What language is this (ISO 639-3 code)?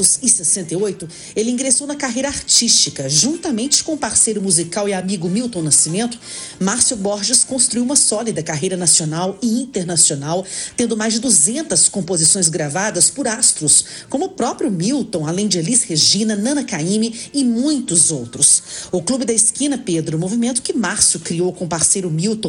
por